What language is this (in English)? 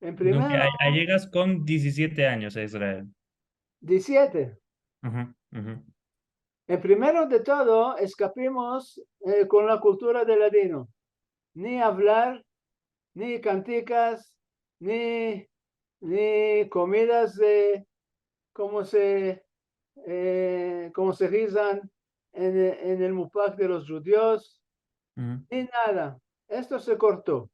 Ladino